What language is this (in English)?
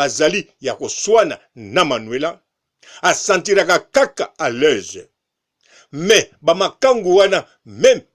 Lingala